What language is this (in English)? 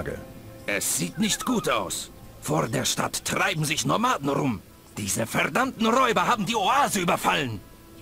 Bavarian